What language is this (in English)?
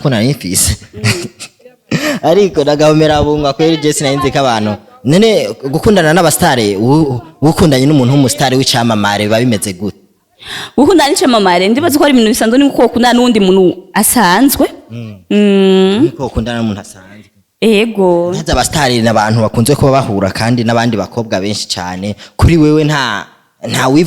Rundi